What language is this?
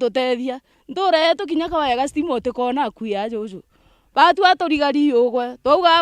Meru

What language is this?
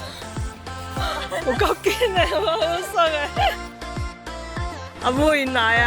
Min Nan Chinese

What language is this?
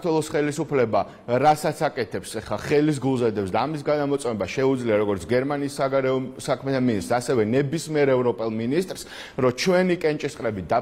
Georgian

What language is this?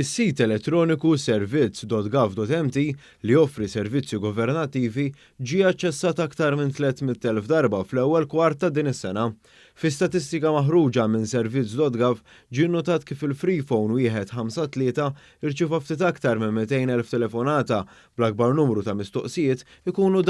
Maltese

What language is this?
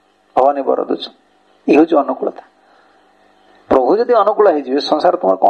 Odia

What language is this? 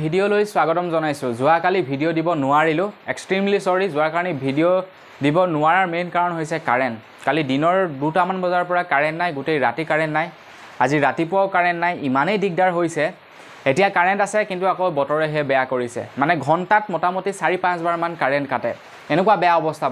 Assamese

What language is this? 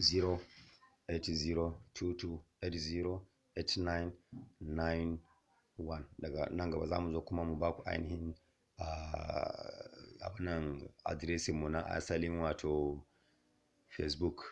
Hausa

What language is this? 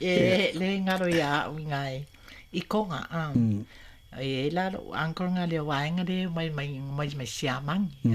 Samoan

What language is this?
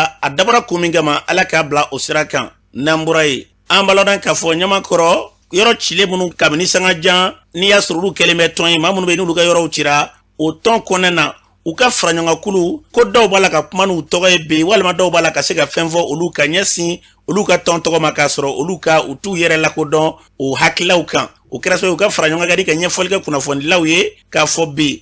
Bambara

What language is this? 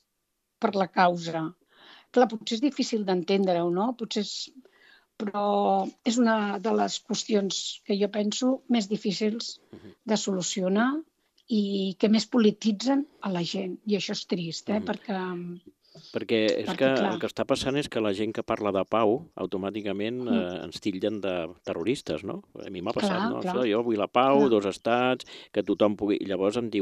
Catalan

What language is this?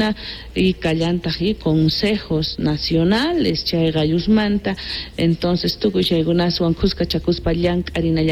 South Bolivian Quechua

